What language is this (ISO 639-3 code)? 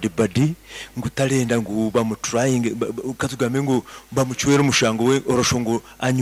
nyo